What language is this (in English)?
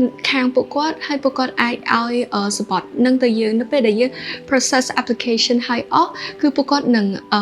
Khmer